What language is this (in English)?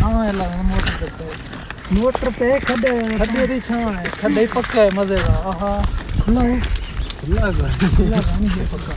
Saraiki